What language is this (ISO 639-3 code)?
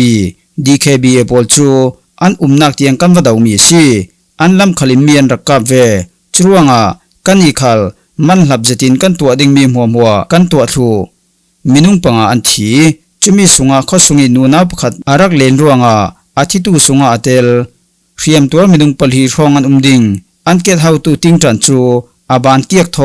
cfm